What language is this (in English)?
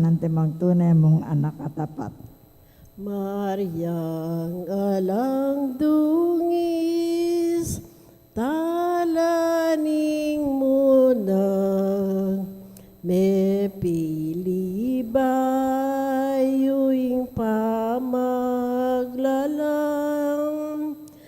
Pampanga